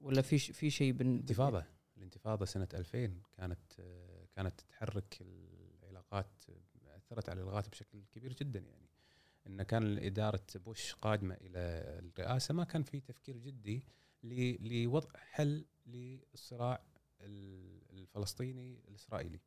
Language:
Gulf Arabic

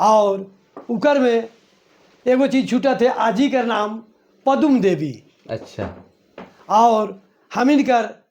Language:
Sadri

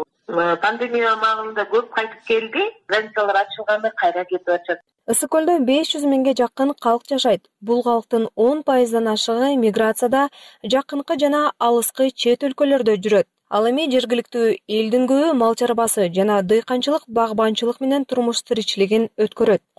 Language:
Kyrgyz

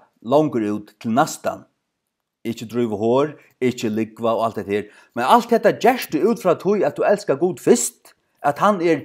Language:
Faroese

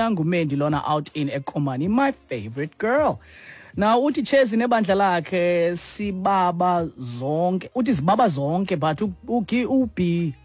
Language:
Xhosa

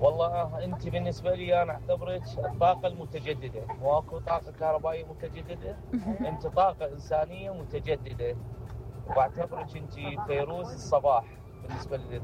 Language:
Mesopotamian Arabic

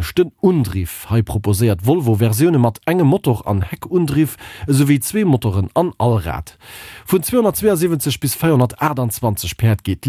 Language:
Luxembourgish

